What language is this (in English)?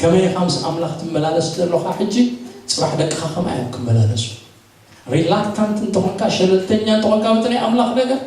Tigrinya